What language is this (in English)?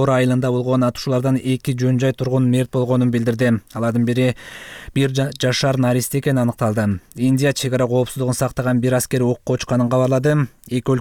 Kyrgyz